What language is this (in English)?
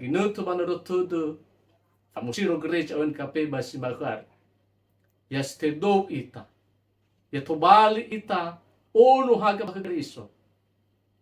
Nias